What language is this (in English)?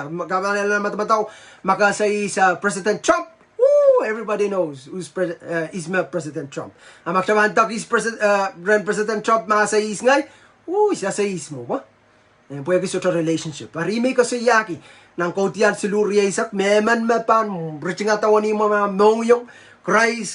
Pohnpeian